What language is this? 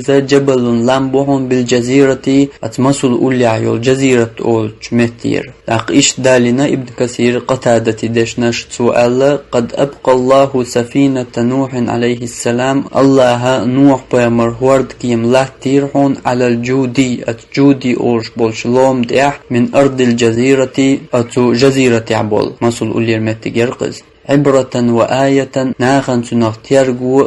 Chechen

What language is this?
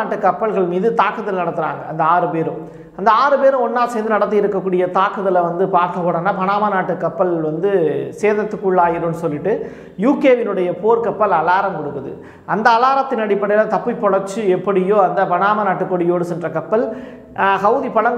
Tamil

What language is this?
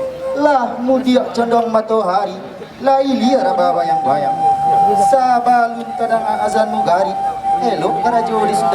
Minangkabau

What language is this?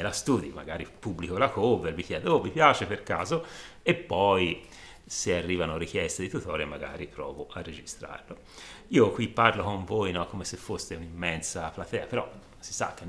Italian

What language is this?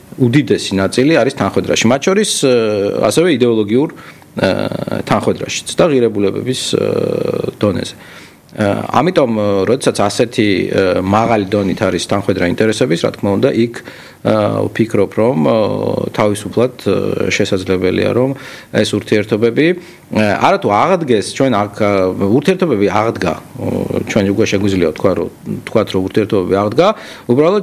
Georgian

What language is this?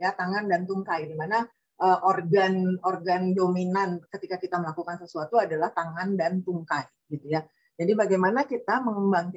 Indonesian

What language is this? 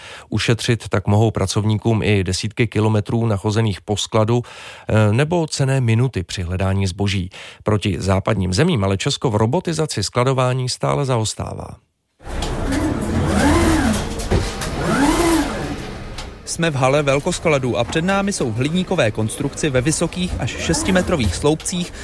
Czech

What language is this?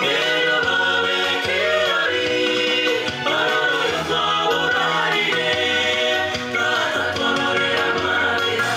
Gusii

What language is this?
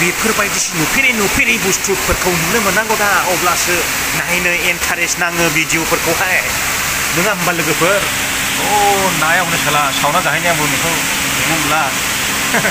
Bodo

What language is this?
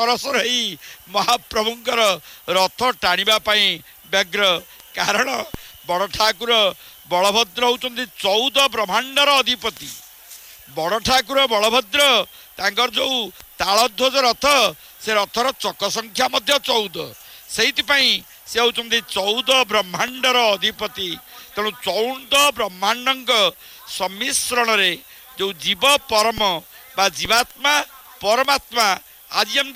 Odia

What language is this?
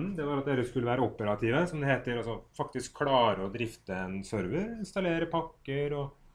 Norwegian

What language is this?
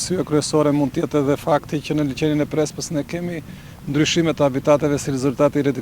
Albanian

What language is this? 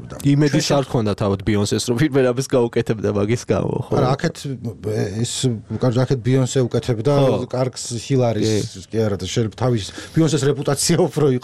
Georgian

